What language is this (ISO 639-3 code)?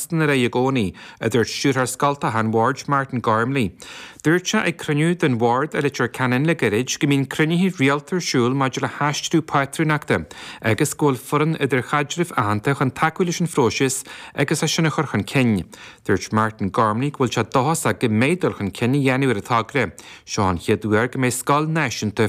gle